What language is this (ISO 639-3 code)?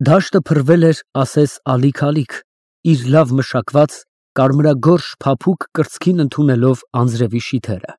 hye